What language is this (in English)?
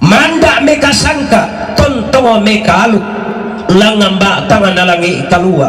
Toraja-Sa'dan